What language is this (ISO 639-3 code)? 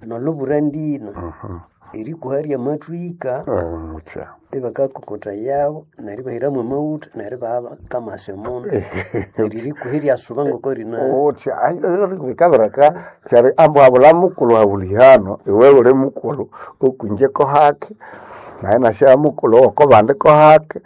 nnb